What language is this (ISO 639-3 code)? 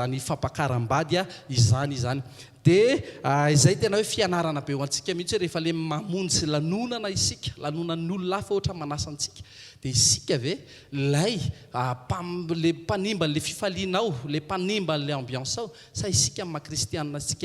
mlg